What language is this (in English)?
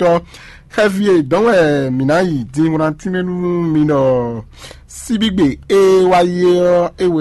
Fon